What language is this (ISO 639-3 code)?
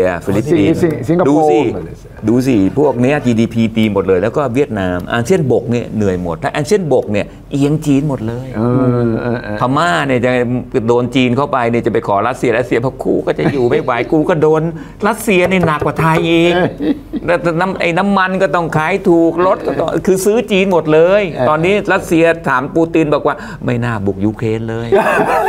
tha